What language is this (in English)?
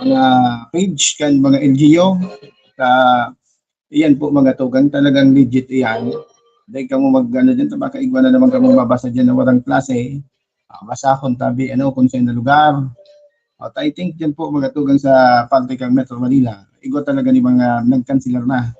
Bikol